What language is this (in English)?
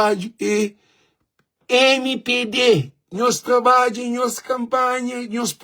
Kabuverdianu